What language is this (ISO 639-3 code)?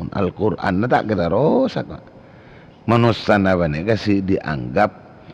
mad